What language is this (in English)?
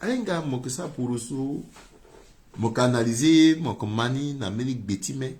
Sango